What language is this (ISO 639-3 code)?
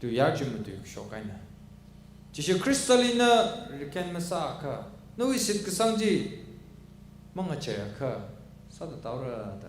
nmf